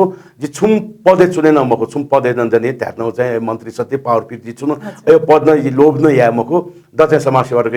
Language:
Newari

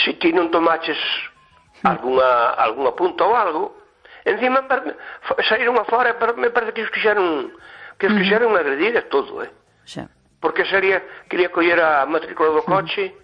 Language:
Galician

